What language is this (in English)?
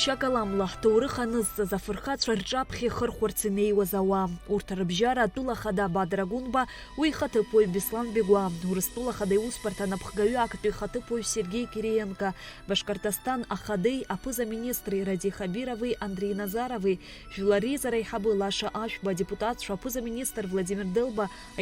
Abkhazian